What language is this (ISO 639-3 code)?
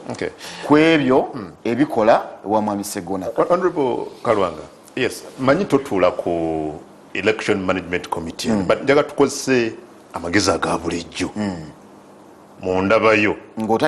lug